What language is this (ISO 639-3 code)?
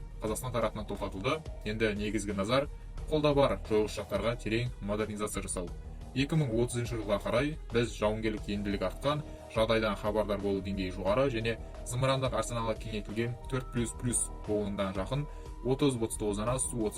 kaz